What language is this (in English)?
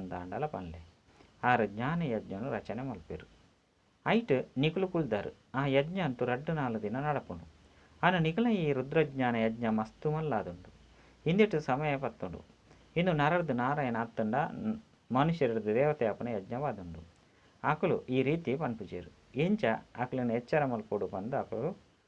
Tulu